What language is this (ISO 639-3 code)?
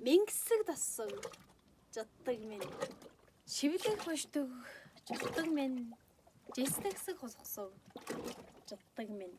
tyv